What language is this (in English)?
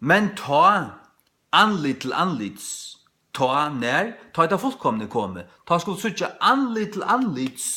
Faroese